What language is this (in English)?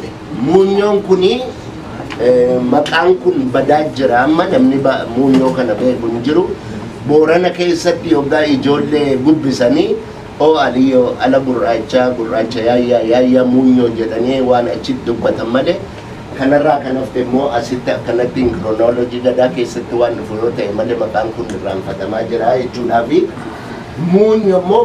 Oromo